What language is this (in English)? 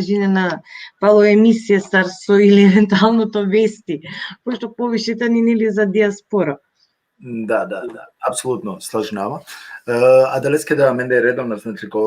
Balkan Romani